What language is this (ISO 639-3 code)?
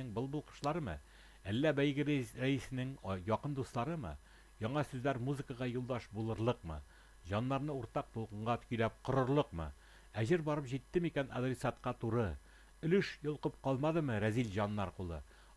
tat